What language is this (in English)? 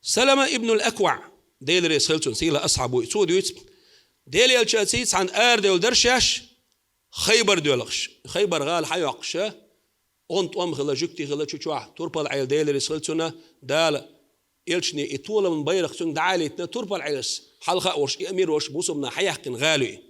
Chechen